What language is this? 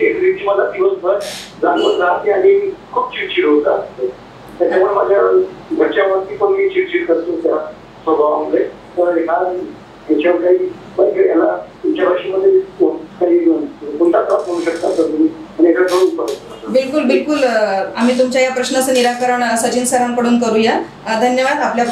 Marathi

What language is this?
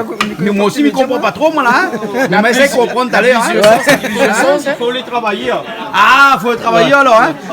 Réunion Creole French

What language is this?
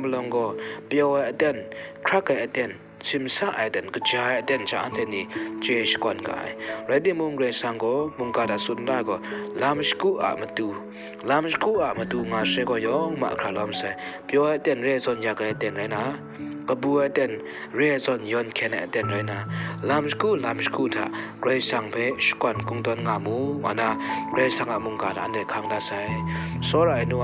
Kachin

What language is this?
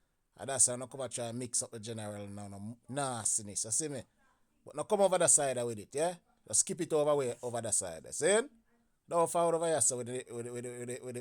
Jamaican Creole English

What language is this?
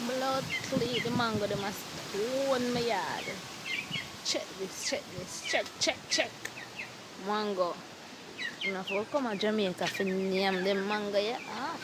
Jamaican Creole English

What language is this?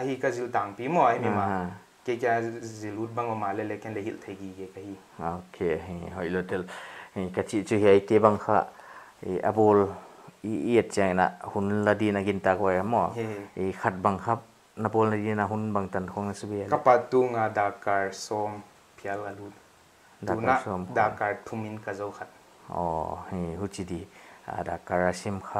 Paite Chin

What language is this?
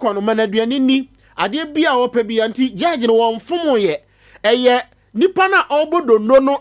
Akan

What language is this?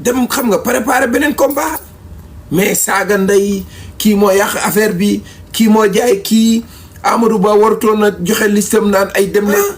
Wolof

